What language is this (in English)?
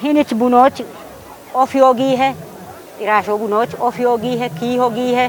Kafa